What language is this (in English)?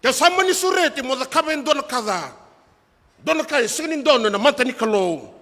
Fijian